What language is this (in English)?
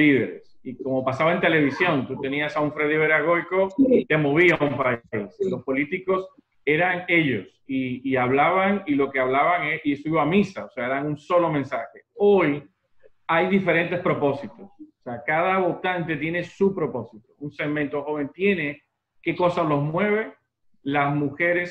Spanish